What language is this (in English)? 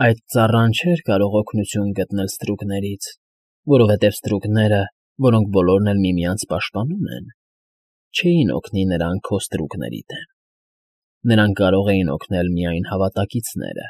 Armenian